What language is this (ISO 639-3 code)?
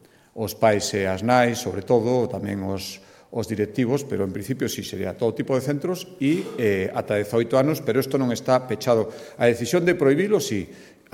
glg